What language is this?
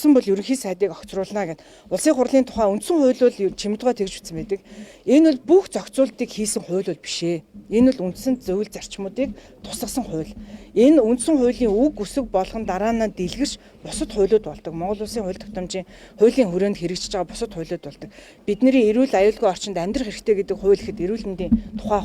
Mongolian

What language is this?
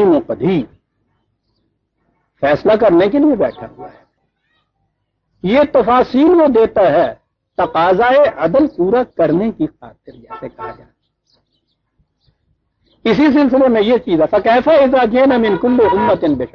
Urdu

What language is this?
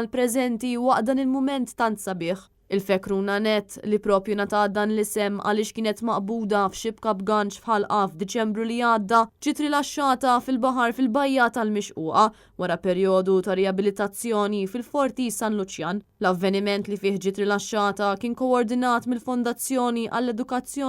Maltese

